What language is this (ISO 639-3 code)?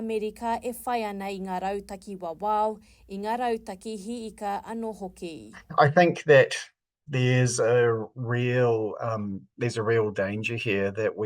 mri